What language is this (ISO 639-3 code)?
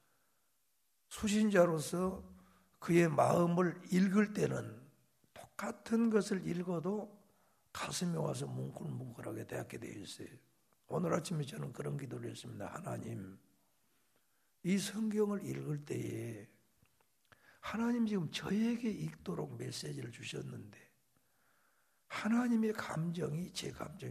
kor